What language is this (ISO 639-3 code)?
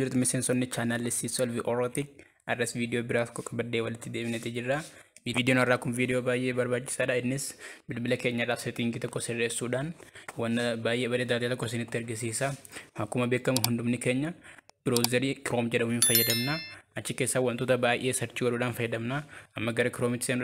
orm